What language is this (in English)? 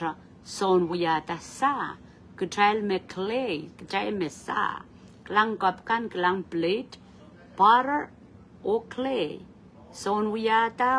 Pohnpeian